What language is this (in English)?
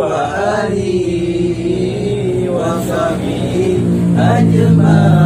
Achinese